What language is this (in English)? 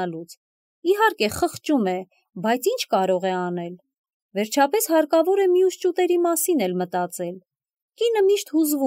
Armenian